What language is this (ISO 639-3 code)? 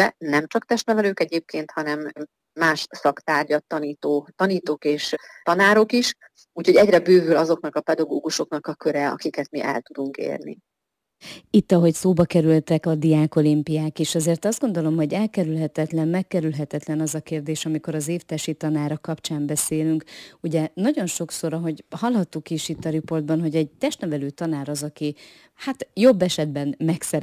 hun